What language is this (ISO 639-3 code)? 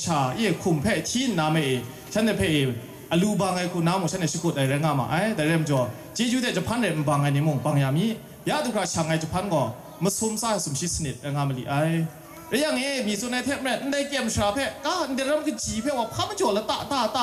kac